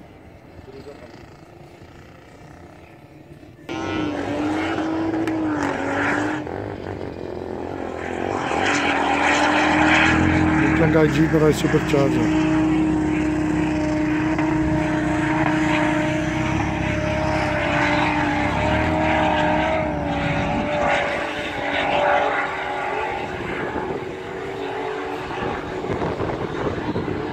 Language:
Afrikaans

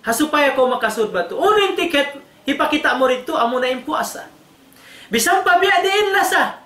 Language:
Tausug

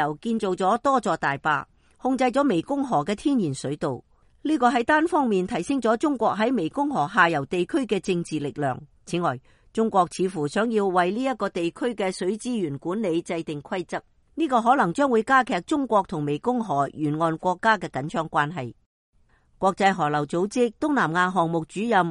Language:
Cantonese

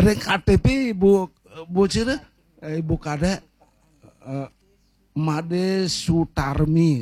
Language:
Balinese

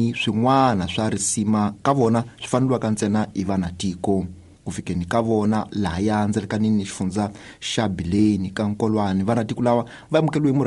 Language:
Tsonga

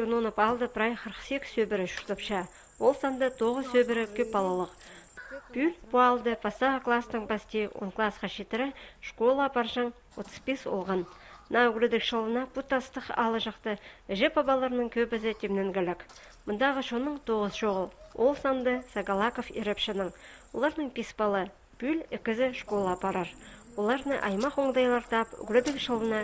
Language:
Khakas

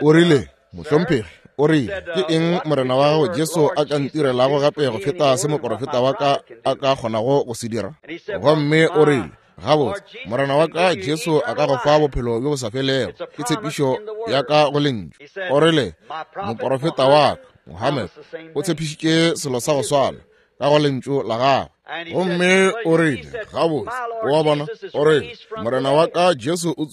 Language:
Northern Sotho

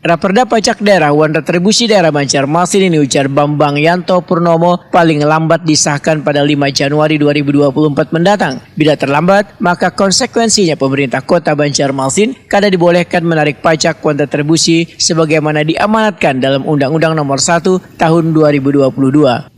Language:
Banjar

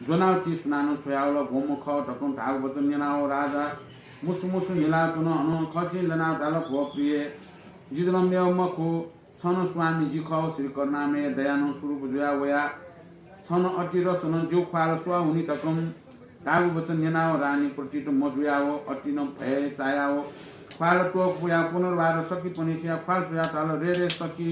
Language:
Newari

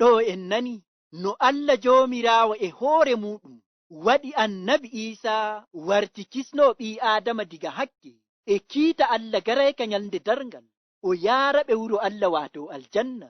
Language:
Nigerian Fulfulde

